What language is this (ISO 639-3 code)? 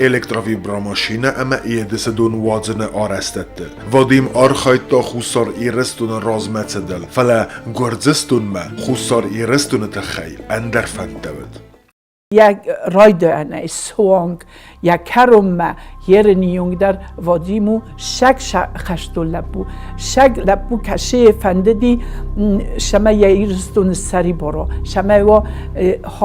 oss